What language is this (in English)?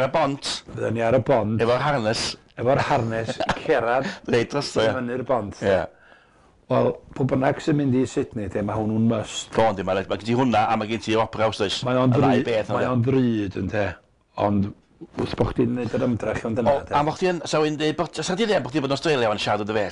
Welsh